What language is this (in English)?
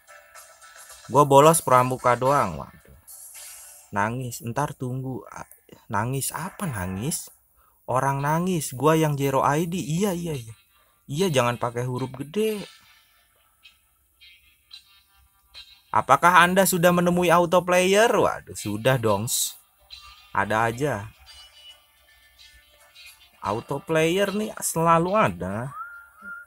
Indonesian